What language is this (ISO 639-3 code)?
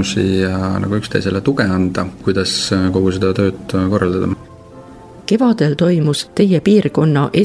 est